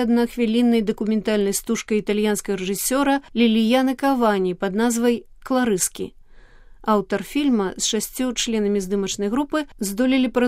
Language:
Belarusian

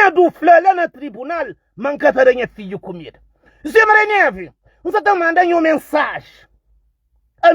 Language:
Kabuverdianu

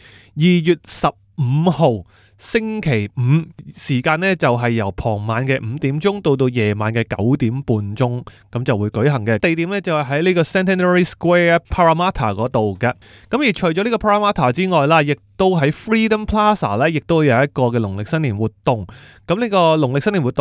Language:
Cantonese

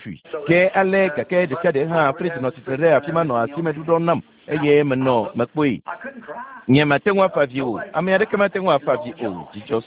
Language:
Ewe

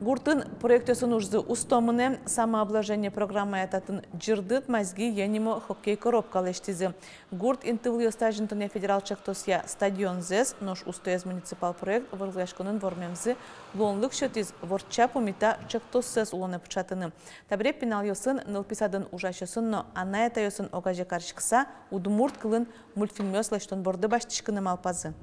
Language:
Udmurt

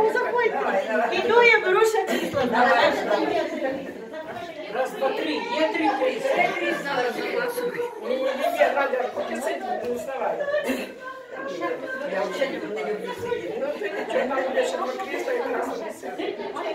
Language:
Ukrainian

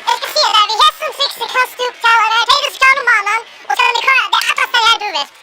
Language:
Faroese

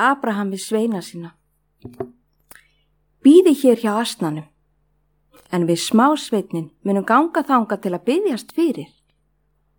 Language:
Icelandic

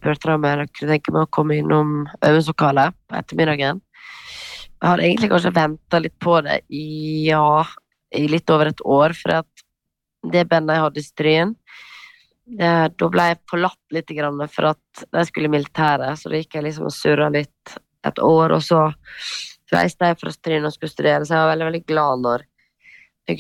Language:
Norwegian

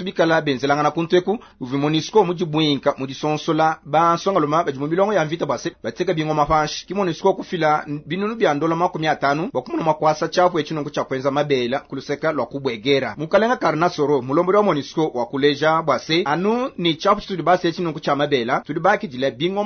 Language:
Luba-Lulua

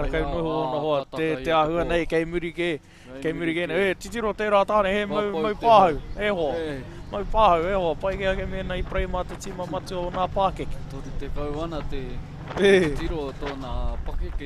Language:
Māori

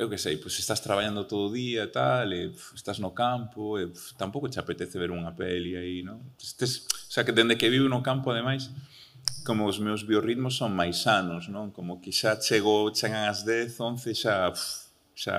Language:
Galician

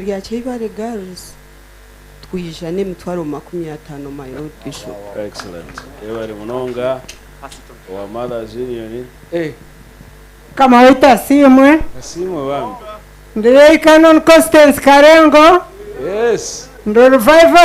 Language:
Nyankole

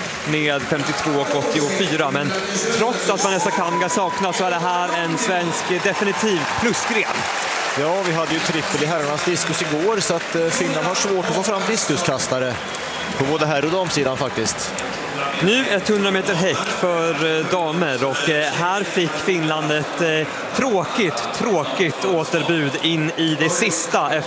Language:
Swedish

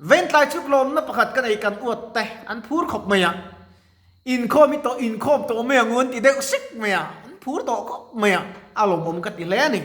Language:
Mizo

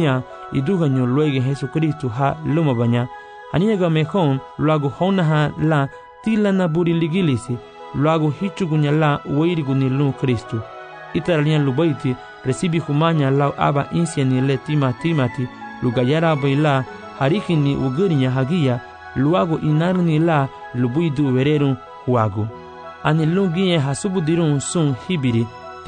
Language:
Garifuna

